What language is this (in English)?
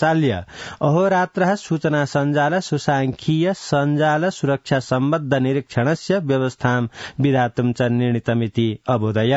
Sanskrit